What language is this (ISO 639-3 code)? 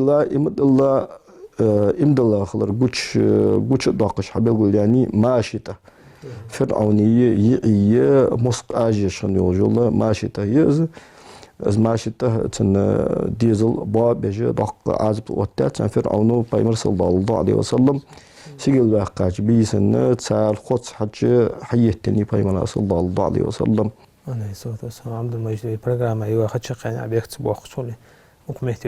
inh